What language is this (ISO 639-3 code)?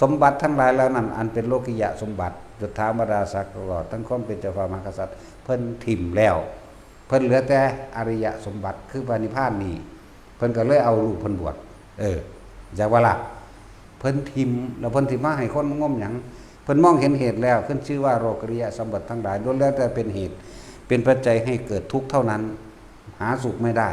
tts